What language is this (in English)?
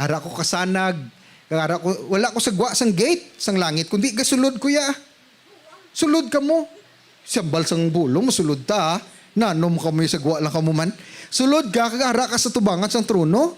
Hiligaynon